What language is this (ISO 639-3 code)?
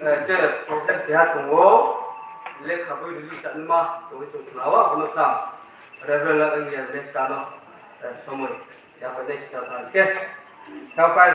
ria